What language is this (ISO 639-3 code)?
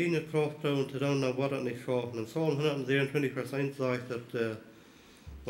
pdt